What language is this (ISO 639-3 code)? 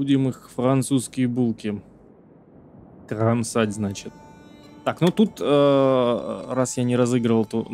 rus